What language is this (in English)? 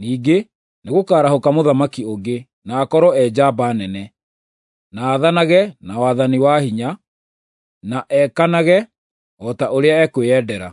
Kikuyu